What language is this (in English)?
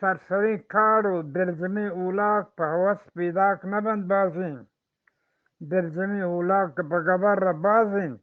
Eastern Balochi